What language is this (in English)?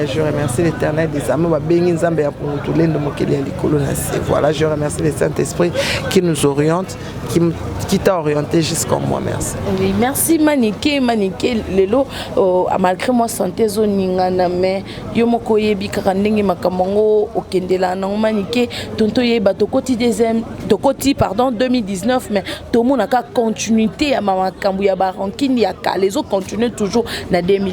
Lingala